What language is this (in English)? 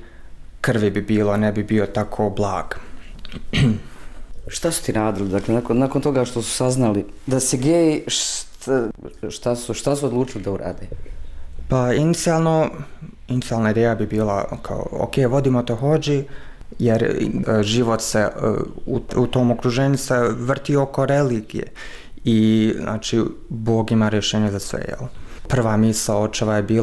Bosnian